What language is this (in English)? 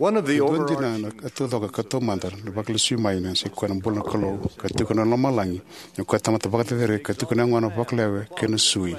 Fijian